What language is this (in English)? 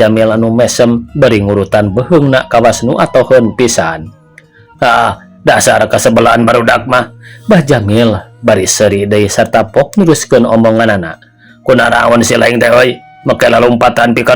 Sundanese